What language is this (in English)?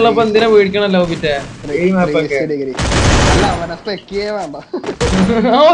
Malayalam